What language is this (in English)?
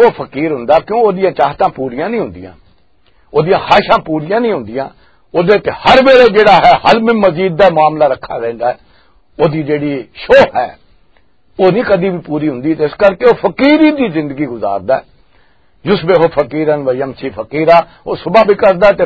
Western Panjabi